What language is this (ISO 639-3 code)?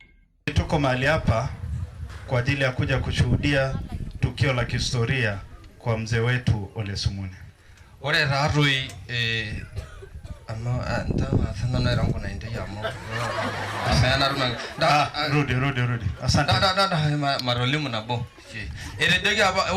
mas